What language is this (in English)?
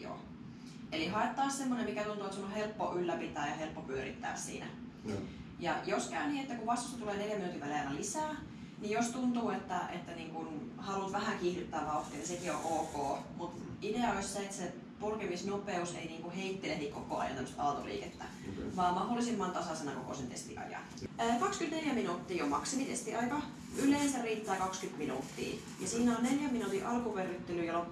Finnish